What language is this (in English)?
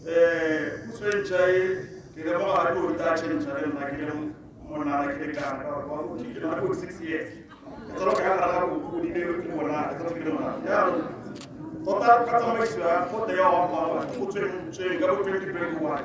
Tswana